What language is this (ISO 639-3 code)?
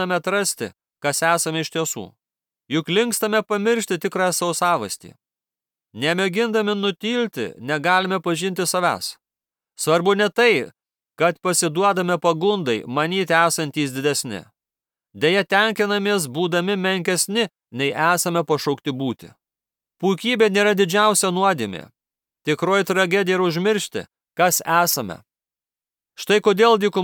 lit